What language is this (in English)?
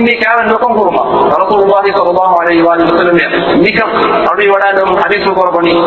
Divehi